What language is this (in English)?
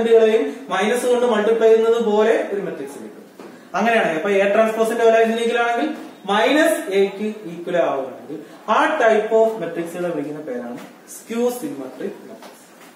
Malayalam